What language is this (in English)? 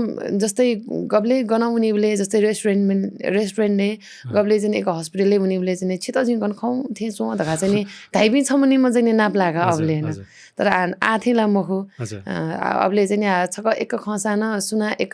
Newari